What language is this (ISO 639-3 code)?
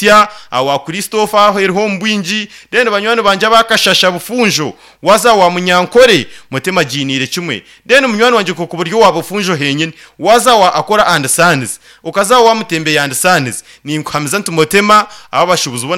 nyn